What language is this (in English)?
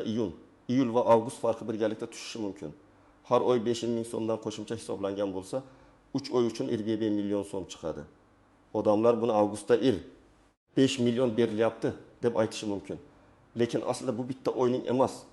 Uzbek